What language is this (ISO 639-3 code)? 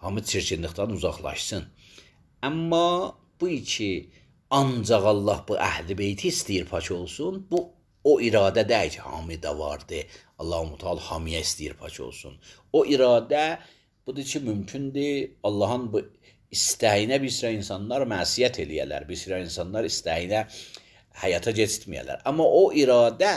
aze